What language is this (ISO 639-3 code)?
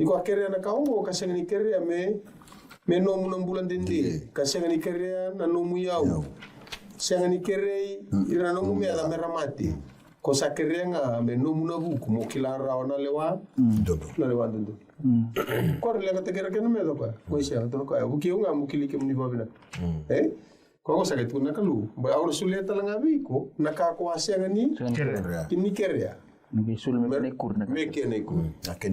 fij